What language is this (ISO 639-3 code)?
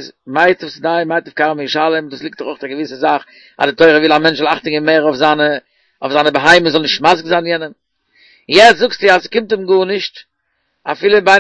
yid